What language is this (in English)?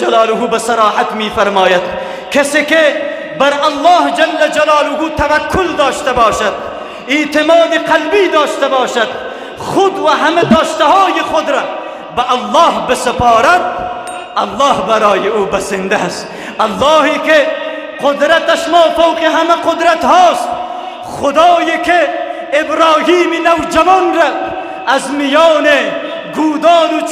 Persian